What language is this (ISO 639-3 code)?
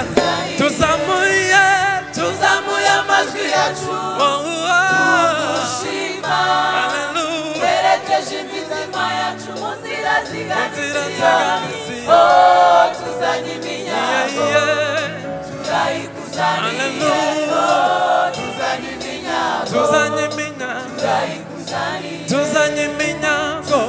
kin